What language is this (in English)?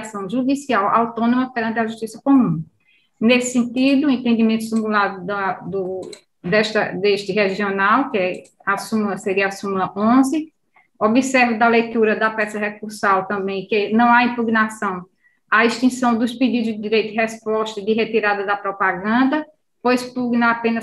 Portuguese